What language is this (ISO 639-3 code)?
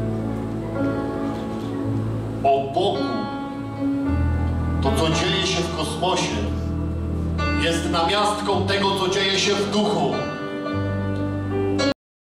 pol